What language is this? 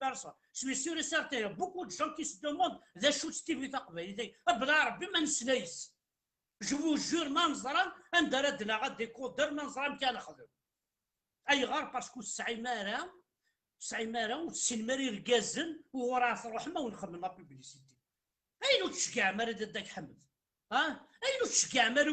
Kabyle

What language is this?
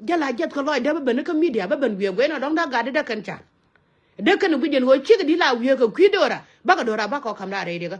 Nuer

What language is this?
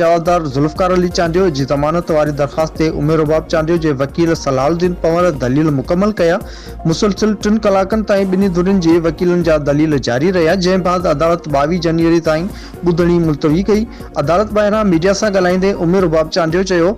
Sindhi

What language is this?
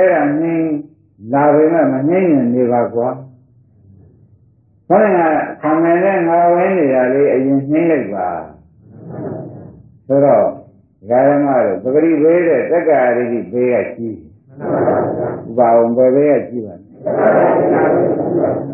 Burmese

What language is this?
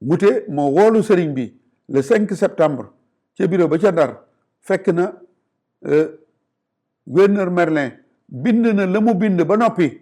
Wolof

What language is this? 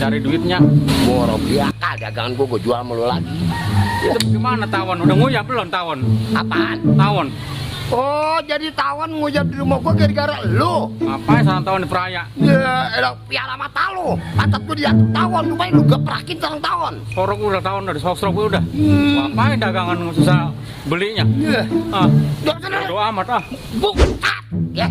Betawi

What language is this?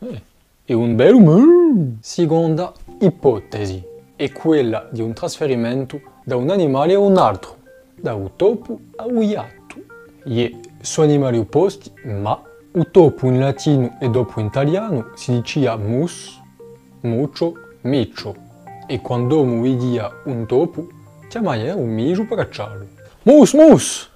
Corsican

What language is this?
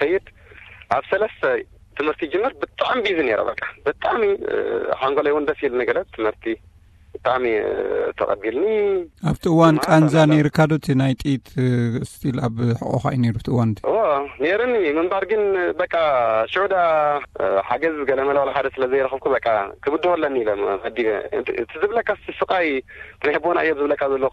Tigrinya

